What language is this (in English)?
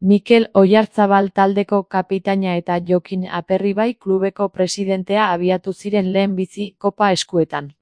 Basque